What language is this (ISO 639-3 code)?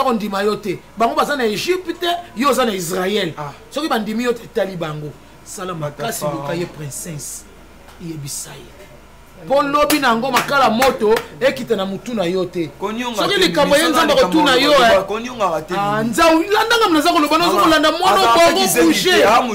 lin